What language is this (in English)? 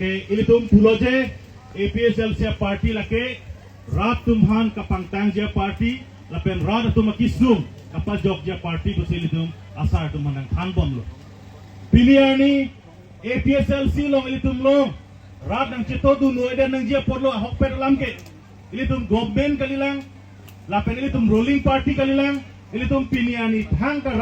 Karbi